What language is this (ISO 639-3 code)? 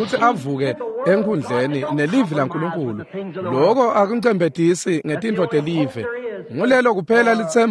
ssw